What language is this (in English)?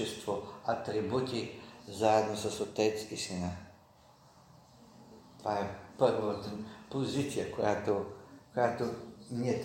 Bulgarian